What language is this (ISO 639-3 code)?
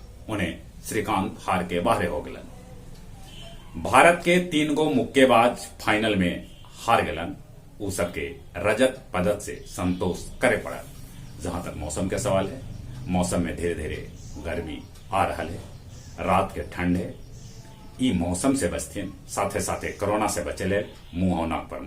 mag